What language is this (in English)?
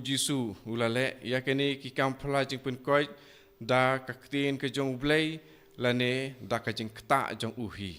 Khasi